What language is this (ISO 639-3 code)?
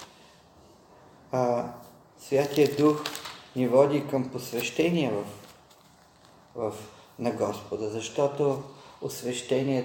bul